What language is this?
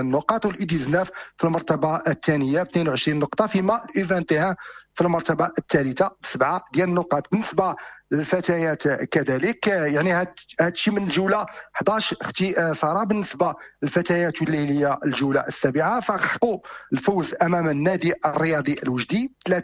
Moroccan Arabic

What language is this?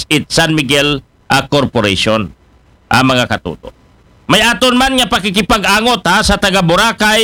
Aklanon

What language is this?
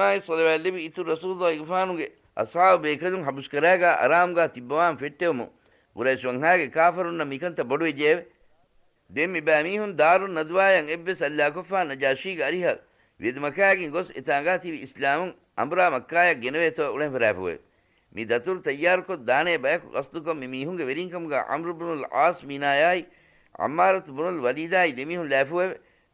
Divehi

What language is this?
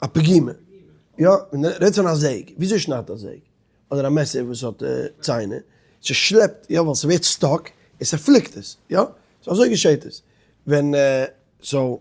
Yiddish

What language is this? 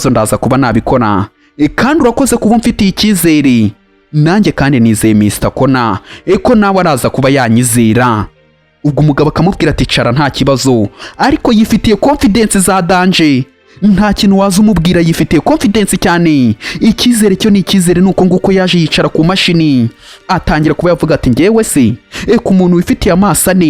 Kinyarwanda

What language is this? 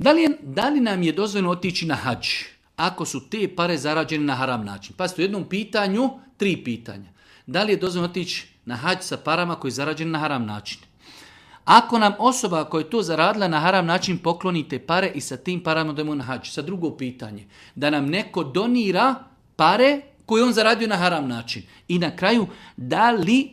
Bosnian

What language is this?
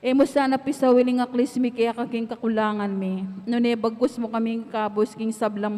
Pampanga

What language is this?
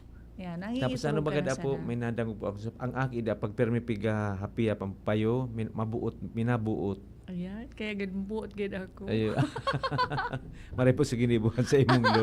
Bikol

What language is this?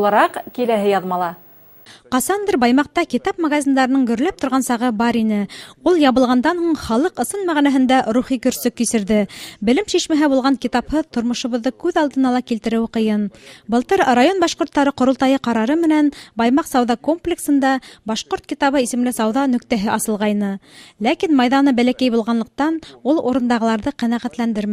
Bashkir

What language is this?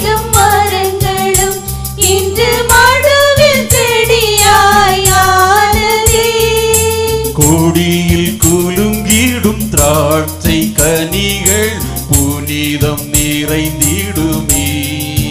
Tamil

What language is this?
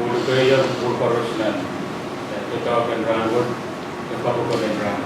Pohnpeian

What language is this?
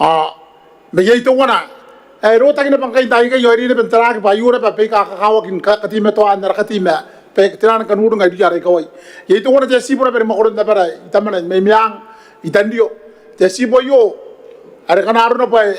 Gilbertese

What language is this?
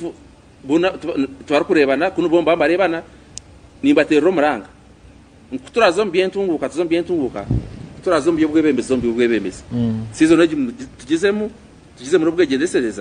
Nyankole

